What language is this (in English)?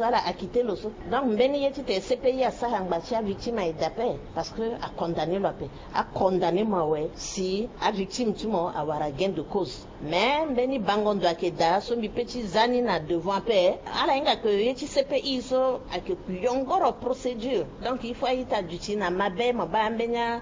Sango